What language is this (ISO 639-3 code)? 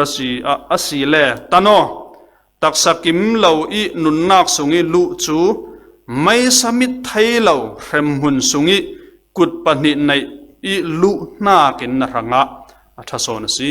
cfm